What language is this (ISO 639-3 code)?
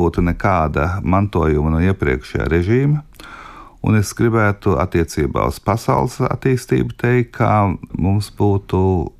lav